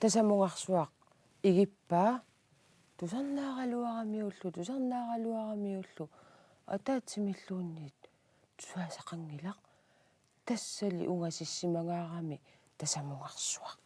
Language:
Kalaallisut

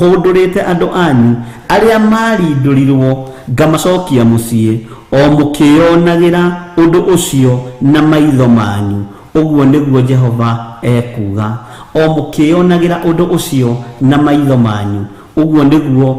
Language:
Kikuyu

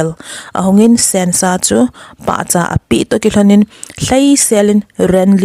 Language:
Thado Chin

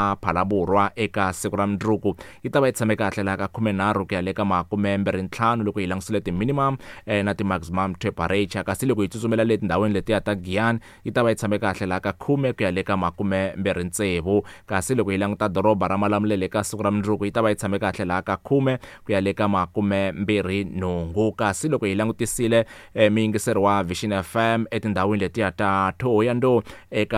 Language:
Tsonga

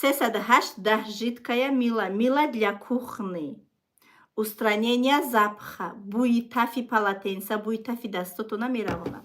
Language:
Tajik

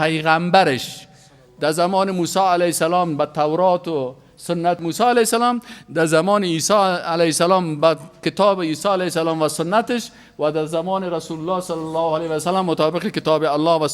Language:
Persian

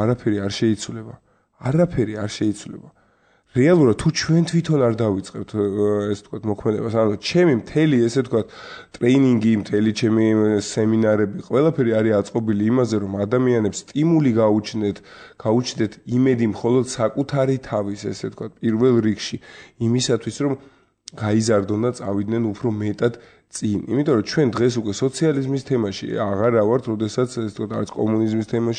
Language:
Georgian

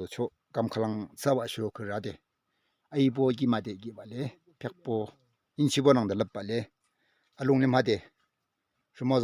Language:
Yimchungru Naga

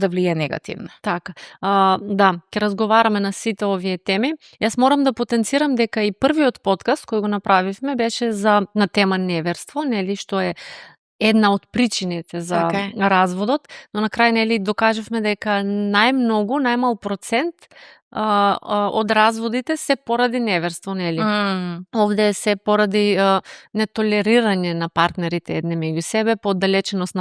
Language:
Macedonian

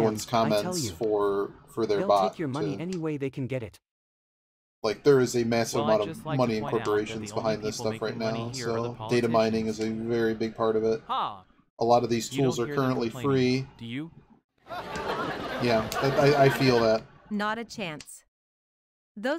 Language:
English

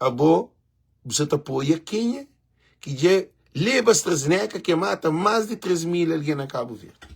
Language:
Kabuverdianu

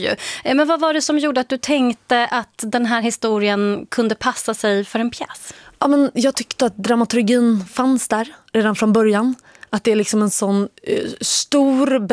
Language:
Swedish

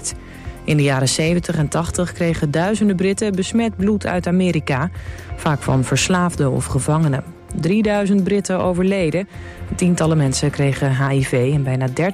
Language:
Dutch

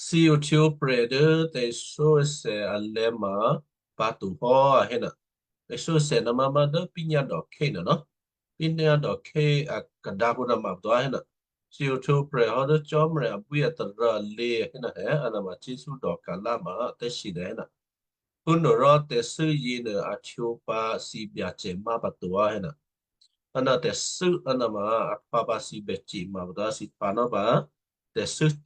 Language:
Western Kayah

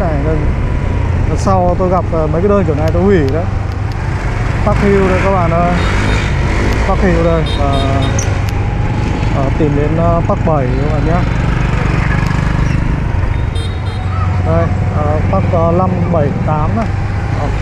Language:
Vietnamese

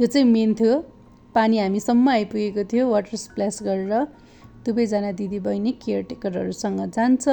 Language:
Nepali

